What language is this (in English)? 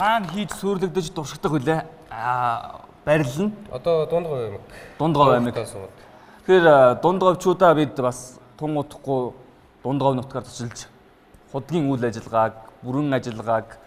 Mongolian